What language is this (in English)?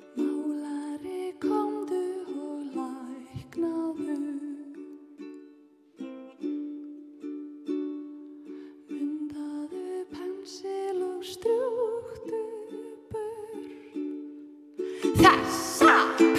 Icelandic